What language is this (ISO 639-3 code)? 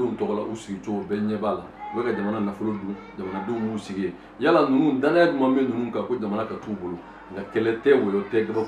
bam